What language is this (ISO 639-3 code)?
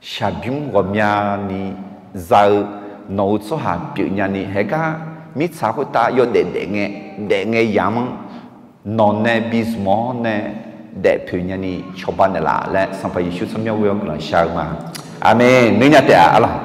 ahk